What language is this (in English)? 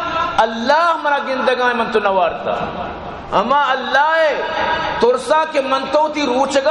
Baluchi